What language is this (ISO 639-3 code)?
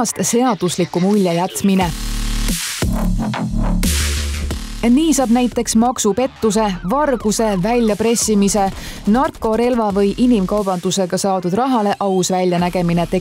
est